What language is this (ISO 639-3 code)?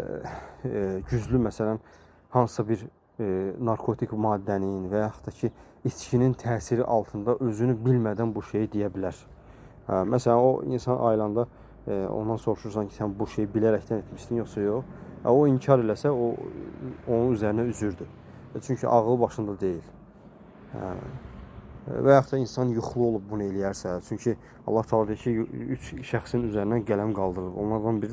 aze